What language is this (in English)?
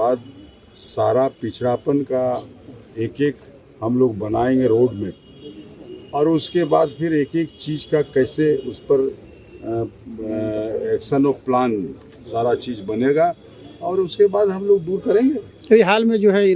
Santali